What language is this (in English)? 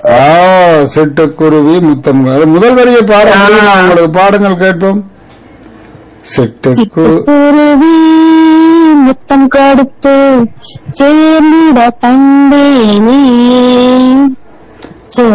Tamil